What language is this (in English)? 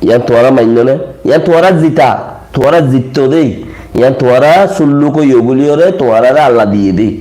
Rohingya